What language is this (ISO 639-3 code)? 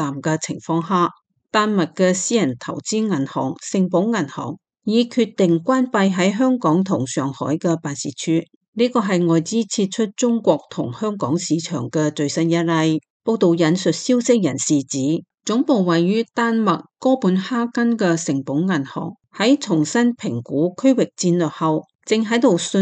yue